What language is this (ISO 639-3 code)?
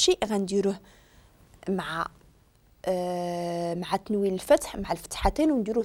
ary